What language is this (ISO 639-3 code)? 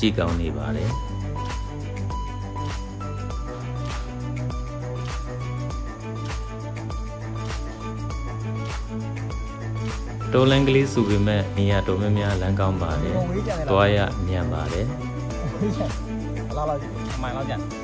mya